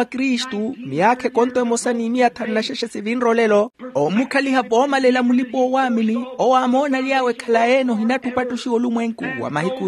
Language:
Makhuwa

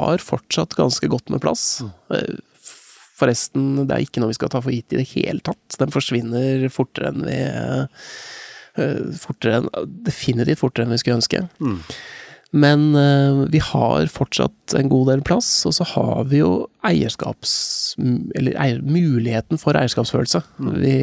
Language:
Norwegian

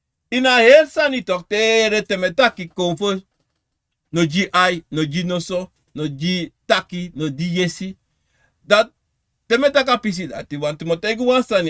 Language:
Sranan Tongo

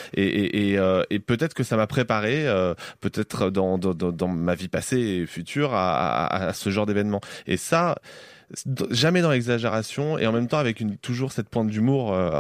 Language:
French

